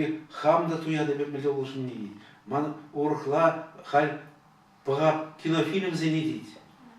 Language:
Chuvash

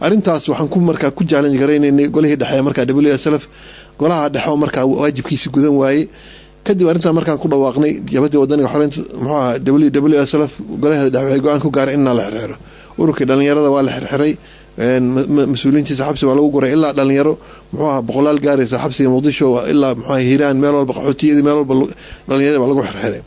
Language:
Somali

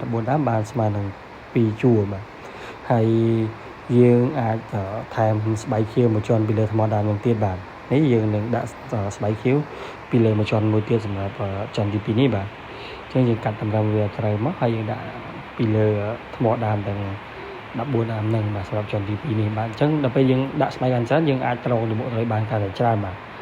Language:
Khmer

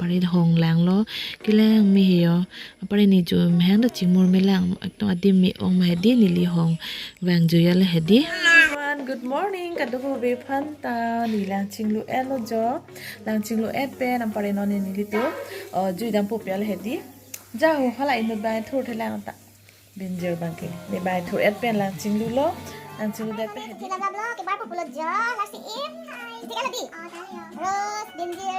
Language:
Karbi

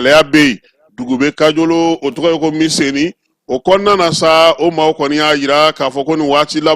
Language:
Bambara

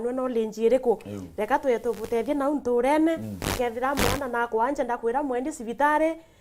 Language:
Meru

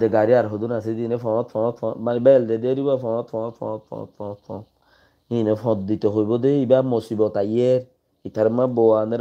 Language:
Rohingya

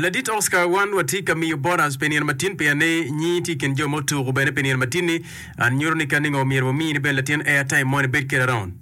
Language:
Acoli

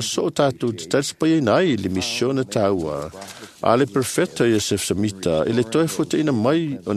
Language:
Samoan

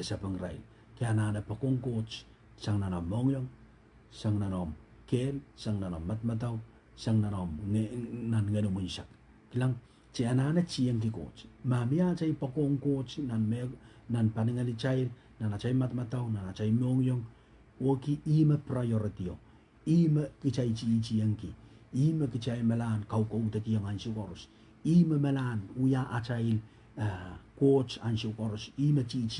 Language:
Pohnpeian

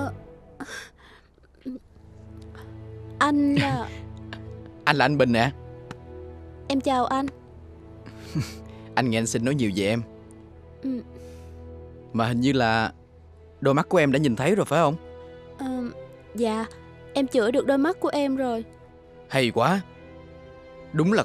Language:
Vietnamese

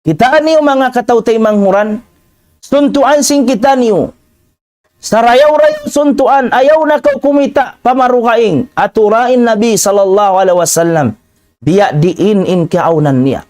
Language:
Tausug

